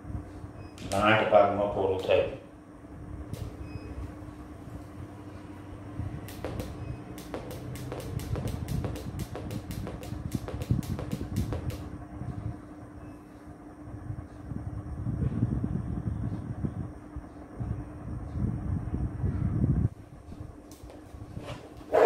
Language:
Gujarati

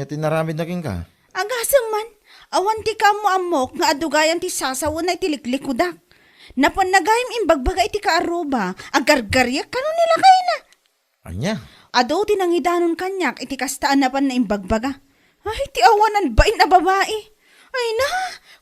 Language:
Iloko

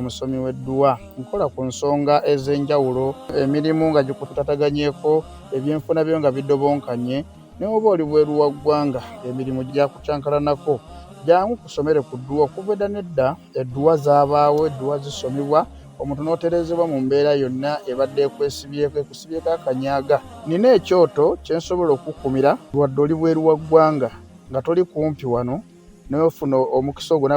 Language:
Ganda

